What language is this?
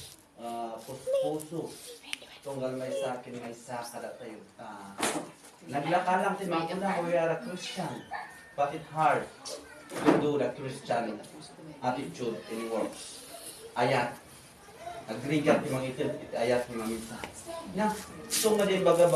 Iloko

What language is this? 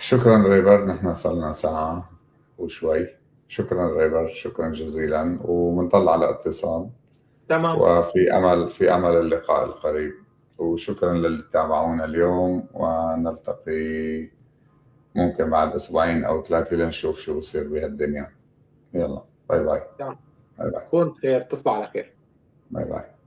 North Levantine Arabic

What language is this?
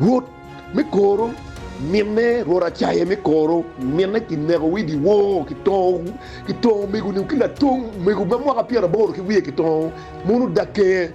Acoli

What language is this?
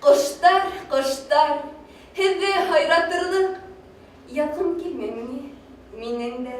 Bashkir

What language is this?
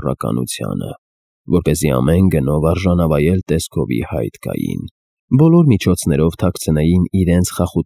Armenian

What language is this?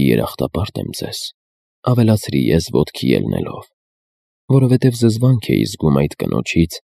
Armenian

